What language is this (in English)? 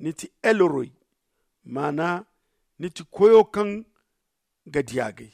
Zarma